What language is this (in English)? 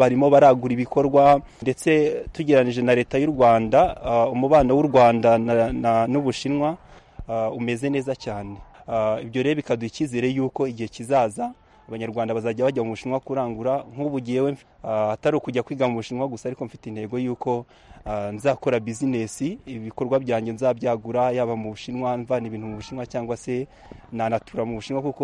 Kinyarwanda